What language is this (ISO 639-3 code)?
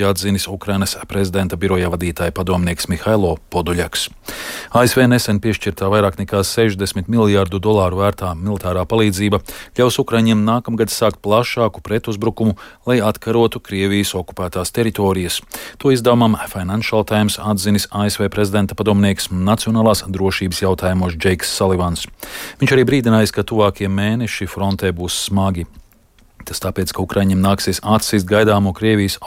lav